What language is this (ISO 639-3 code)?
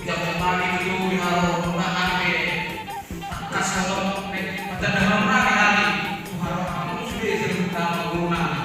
bbc